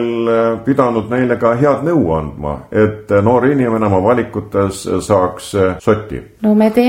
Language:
Estonian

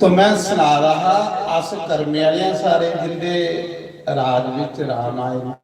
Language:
Dogri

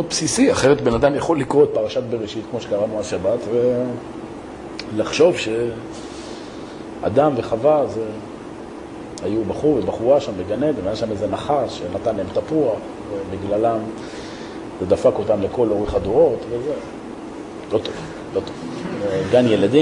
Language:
Hebrew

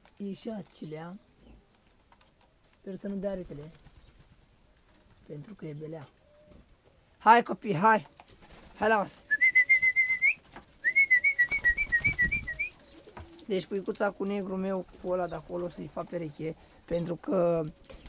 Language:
Romanian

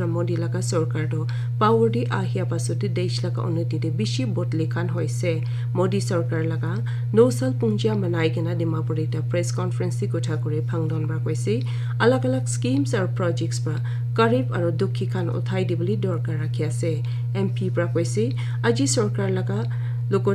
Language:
Naga Pidgin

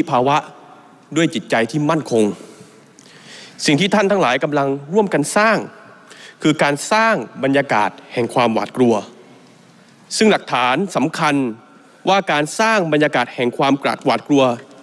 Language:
Thai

